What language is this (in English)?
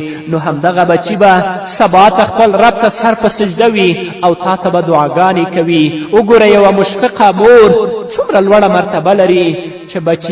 Pashto